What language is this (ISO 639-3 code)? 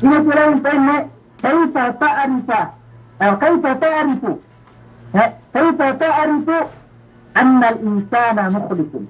yka